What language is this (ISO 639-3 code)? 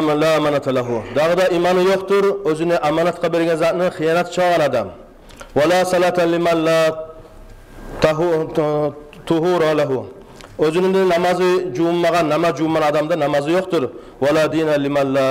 kum